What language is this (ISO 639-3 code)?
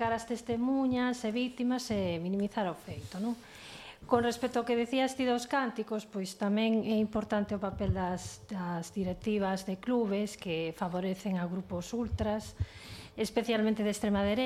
glg